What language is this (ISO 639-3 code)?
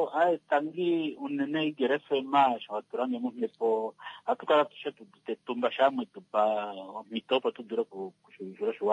kua